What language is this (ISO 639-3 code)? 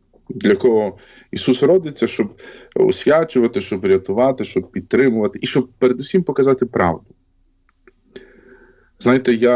ukr